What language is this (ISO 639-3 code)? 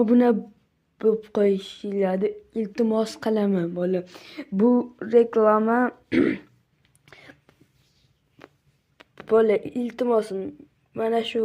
uzb